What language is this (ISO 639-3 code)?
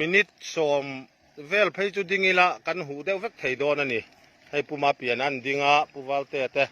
lus